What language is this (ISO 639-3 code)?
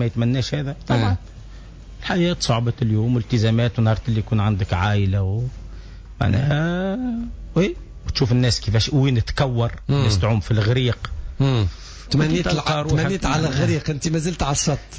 aeb